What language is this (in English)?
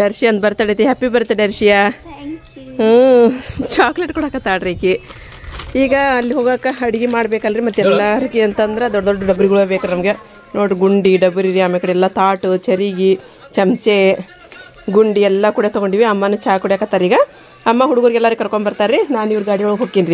Kannada